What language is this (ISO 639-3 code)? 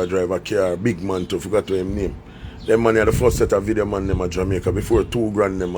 jam